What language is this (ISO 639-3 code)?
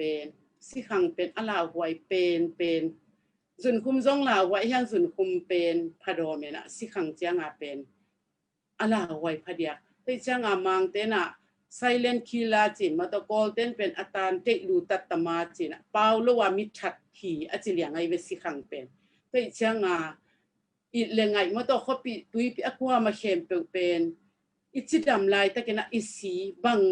ctd